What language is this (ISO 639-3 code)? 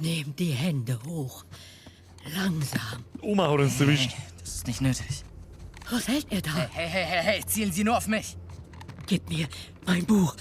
bar